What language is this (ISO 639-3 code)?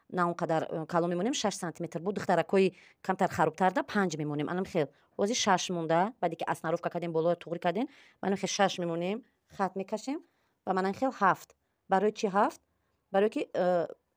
tgk